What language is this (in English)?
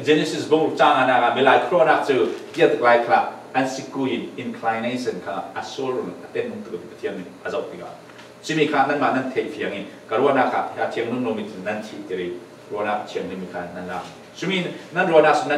Falam Chin